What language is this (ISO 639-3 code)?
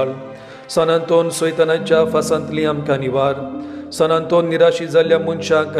kok